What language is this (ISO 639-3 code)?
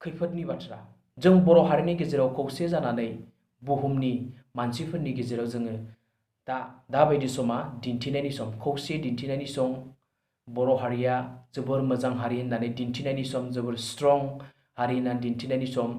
brx